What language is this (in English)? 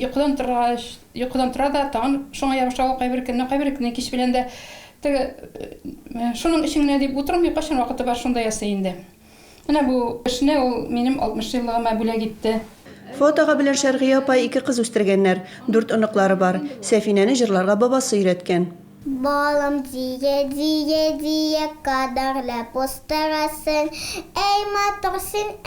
Tatar